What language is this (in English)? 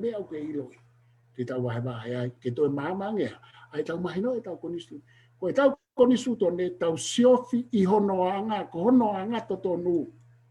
Tongan